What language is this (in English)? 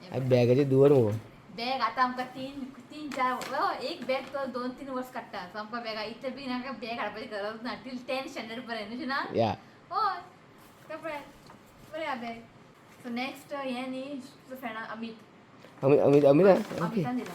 Konkani